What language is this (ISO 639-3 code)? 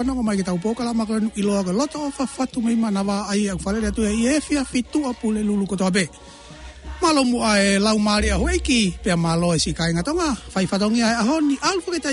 ton